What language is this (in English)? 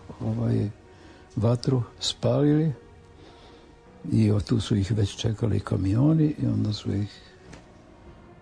Serbian